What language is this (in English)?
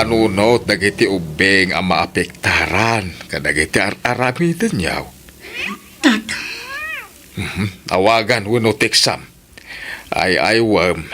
Iloko